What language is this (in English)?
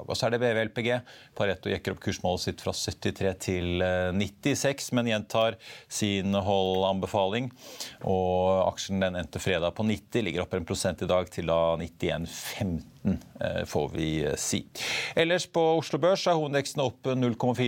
Norwegian